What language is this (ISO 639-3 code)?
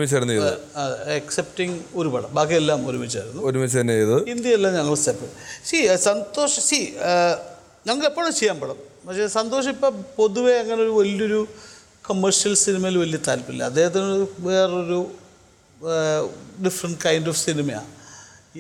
mal